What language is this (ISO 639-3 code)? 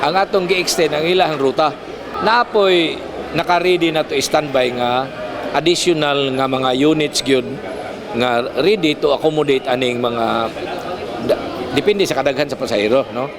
ceb